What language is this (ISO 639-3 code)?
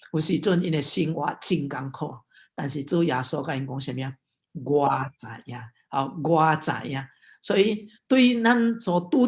nan